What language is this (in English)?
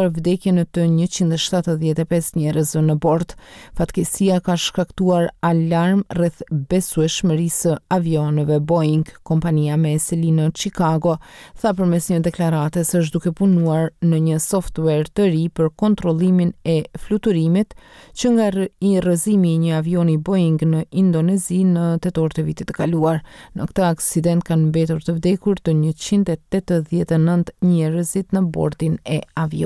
Albanian